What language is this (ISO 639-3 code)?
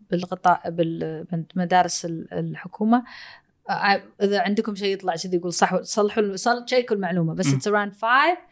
afb